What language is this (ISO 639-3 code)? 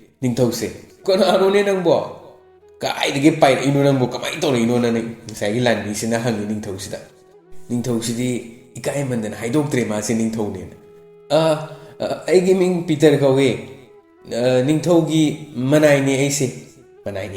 mni